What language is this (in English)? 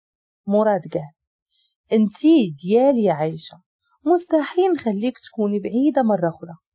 Moroccan Arabic